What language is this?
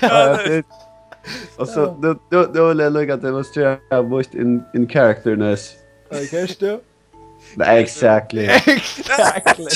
Faroese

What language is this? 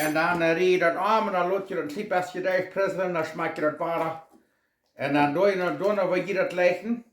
Plautdietsch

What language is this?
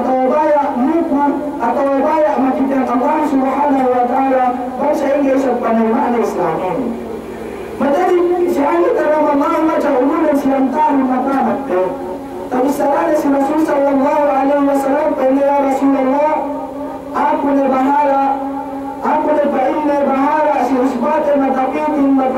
Yakan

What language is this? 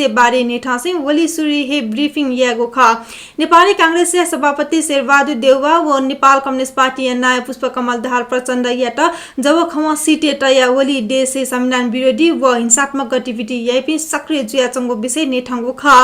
Newari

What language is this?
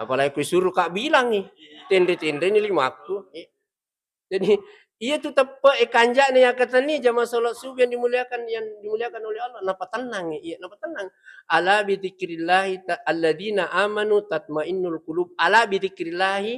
Buginese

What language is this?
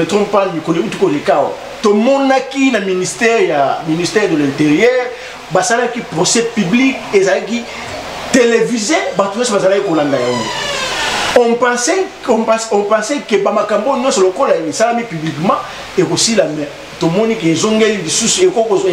Lingala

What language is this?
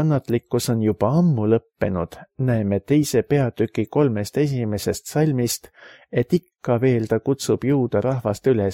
Estonian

